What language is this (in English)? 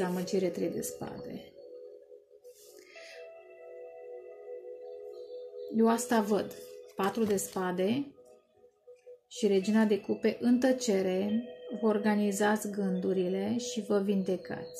Romanian